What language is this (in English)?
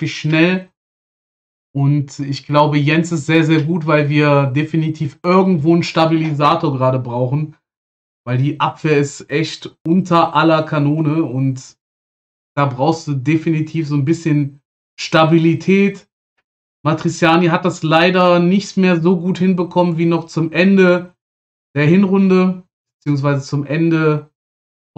German